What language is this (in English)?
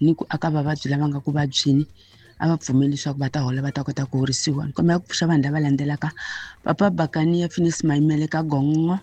Tsonga